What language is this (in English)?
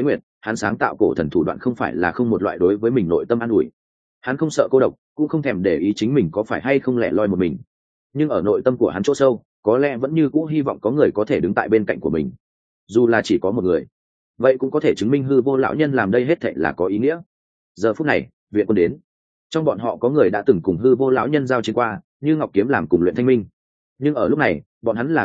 Vietnamese